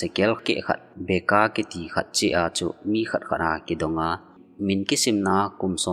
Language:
Thado Chin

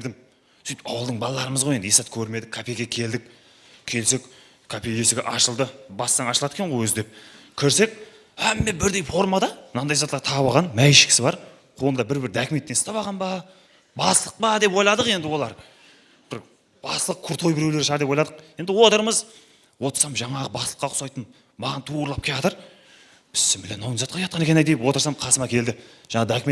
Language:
Kara-Kalpak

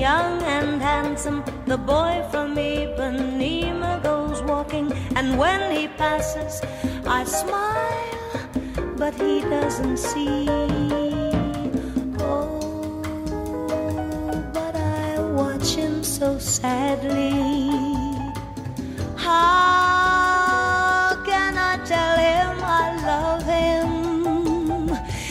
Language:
English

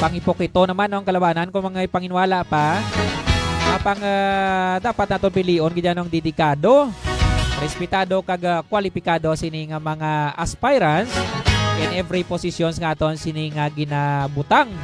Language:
Hiligaynon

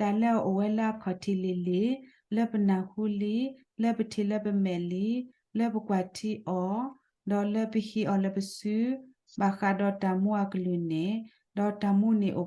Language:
S'gaw Karen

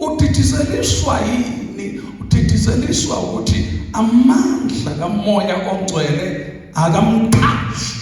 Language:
Zulu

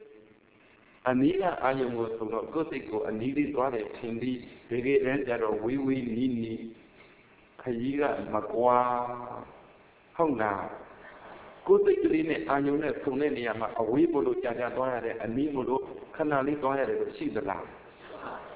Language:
Burmese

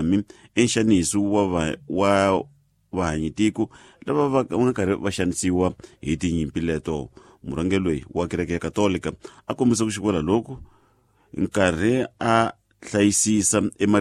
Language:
Tsonga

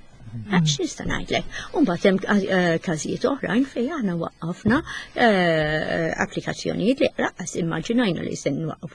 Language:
Maltese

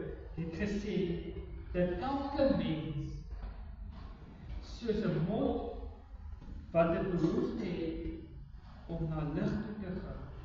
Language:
Afrikaans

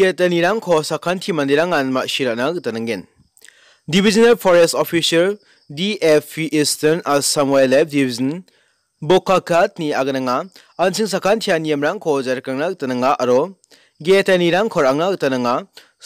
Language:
Garo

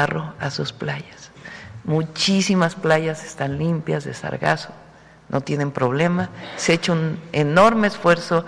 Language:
Spanish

